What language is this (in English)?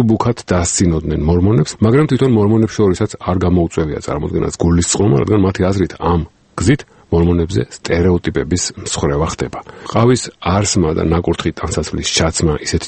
Georgian